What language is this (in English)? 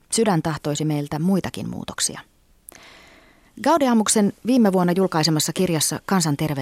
Finnish